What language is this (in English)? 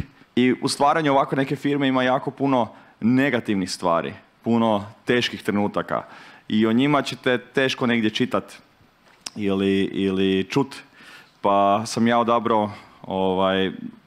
Croatian